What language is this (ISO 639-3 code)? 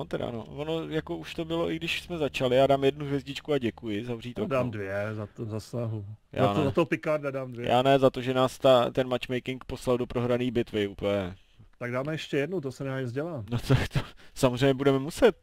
ces